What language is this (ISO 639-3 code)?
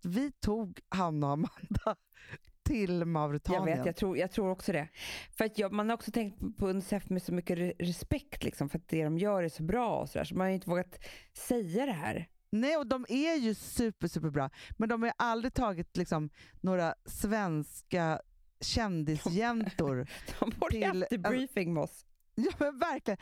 swe